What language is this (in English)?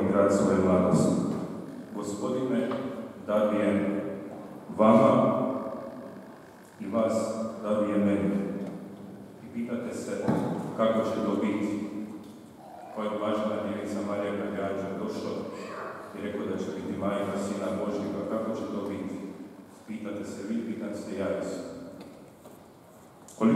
Croatian